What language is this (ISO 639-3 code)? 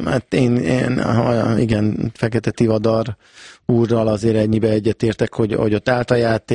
hun